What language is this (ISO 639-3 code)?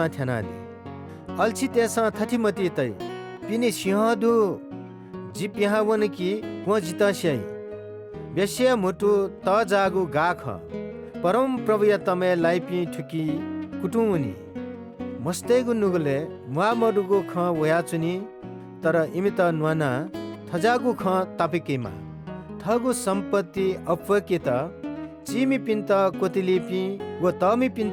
new